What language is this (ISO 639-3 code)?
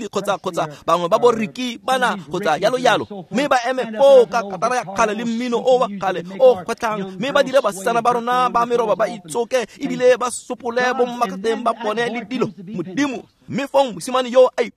tsn